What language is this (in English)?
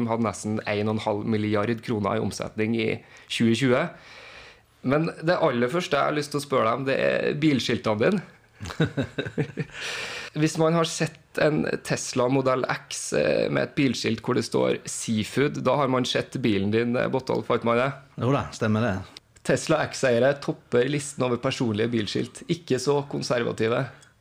Norwegian